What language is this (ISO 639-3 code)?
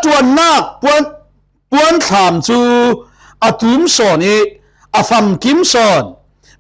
cfm